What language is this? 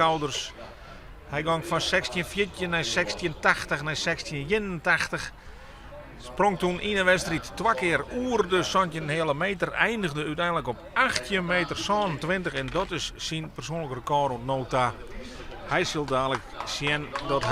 Western Frisian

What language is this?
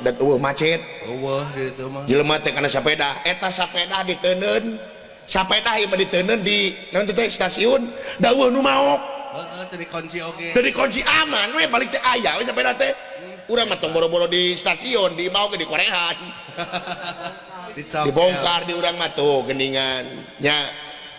Sundanese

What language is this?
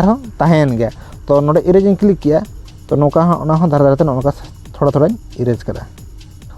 Santali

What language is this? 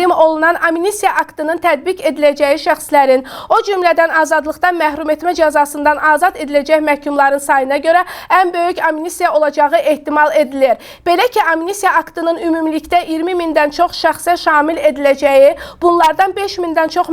Azerbaijani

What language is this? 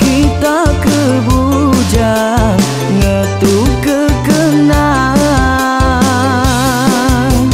Iban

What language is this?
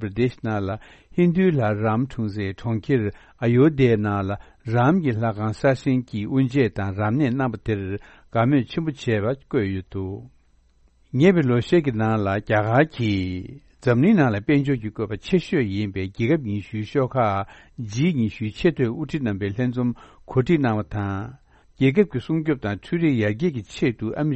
Tibetan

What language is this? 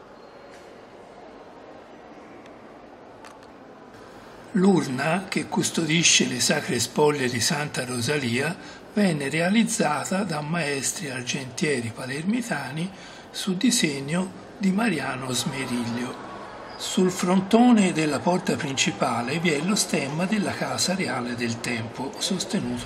Italian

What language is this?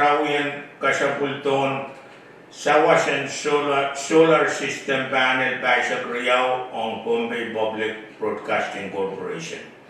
Pohnpeian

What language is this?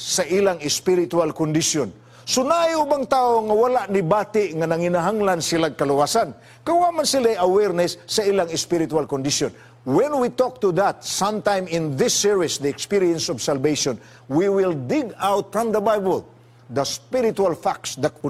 Cebuano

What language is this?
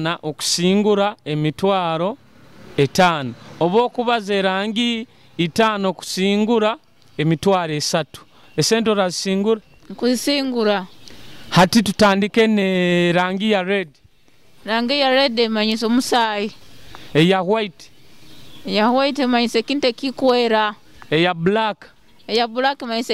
Nyoro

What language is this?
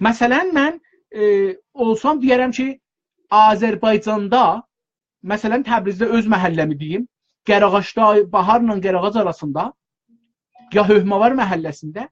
South Azerbaijani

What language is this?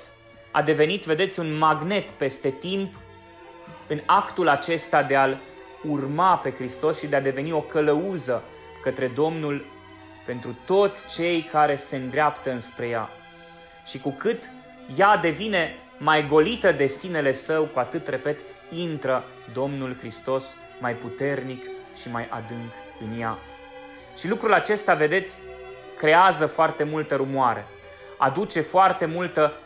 Romanian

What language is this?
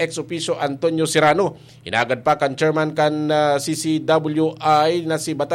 Bikol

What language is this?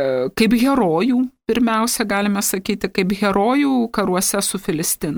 Lithuanian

